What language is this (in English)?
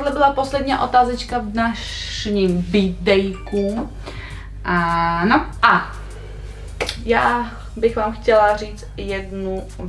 Czech